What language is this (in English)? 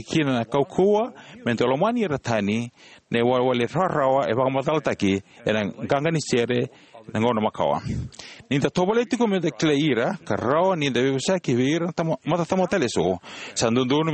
Fijian